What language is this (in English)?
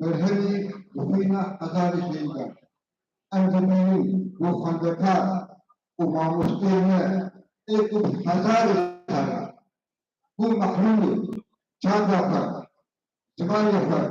Kurdish